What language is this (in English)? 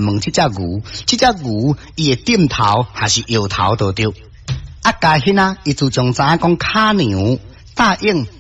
Min Nan Chinese